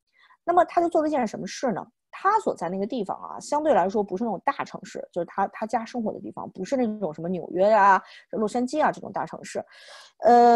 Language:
Chinese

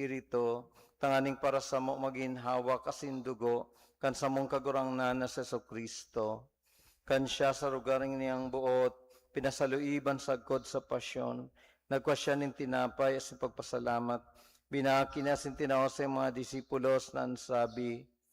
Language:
Bikol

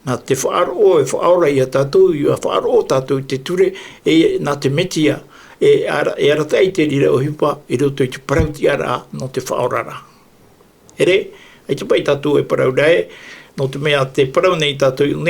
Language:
Tahitian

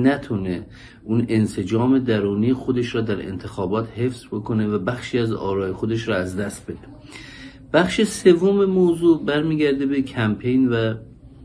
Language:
Persian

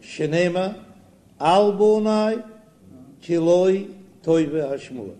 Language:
Yiddish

